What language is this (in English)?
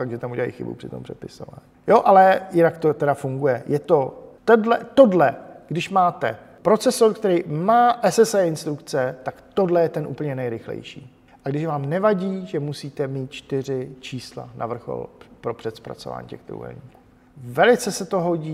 Czech